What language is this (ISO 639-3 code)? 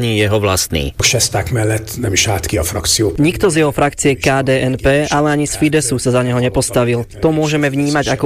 slk